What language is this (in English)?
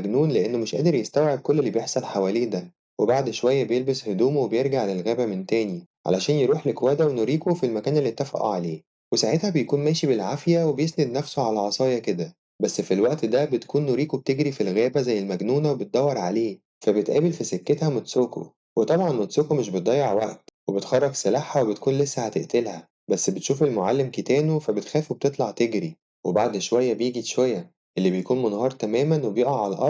Egyptian Arabic